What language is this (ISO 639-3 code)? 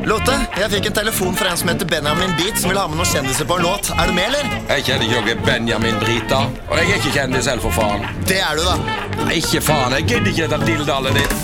nor